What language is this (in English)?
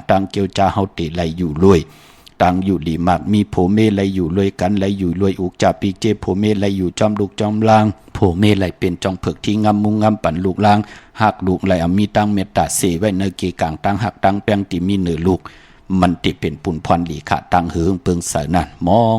Shan